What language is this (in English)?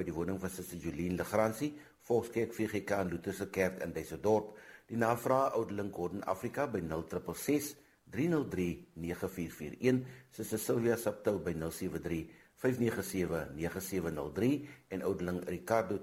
Afrikaans